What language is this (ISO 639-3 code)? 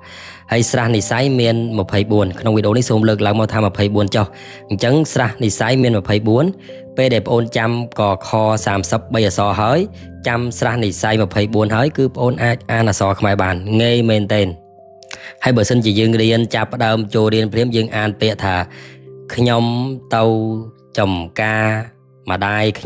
khm